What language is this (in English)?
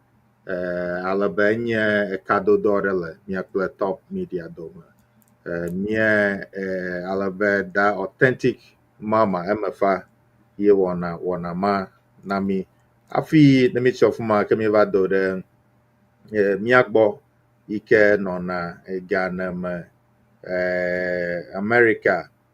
Ewe